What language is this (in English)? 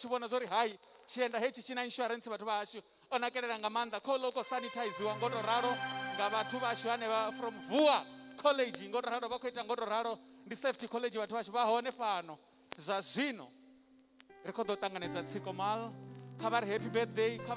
Venda